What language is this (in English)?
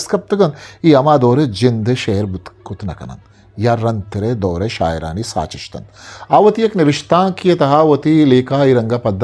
Eastern Balochi